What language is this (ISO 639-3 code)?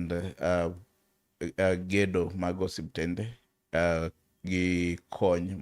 luo